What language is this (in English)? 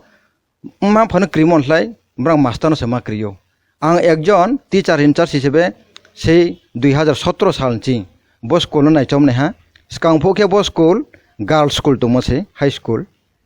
Kok Borok